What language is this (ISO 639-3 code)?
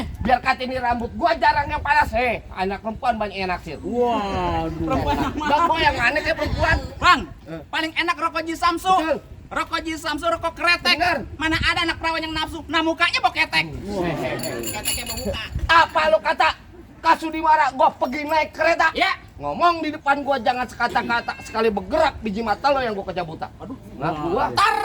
bew